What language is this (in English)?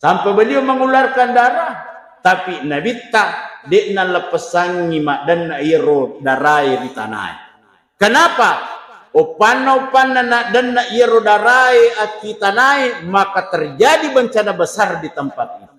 Buginese